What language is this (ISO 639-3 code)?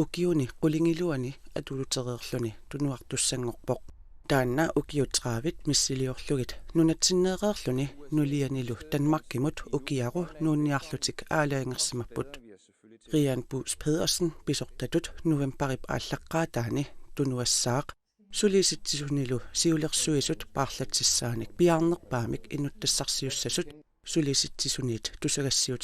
kal